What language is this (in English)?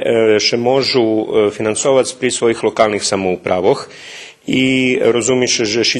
Rusyn